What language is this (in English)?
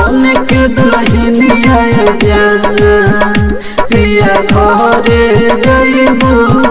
Bhojpuri